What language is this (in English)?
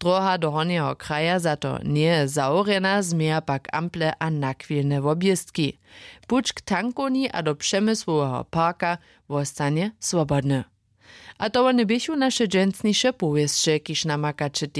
Upper Sorbian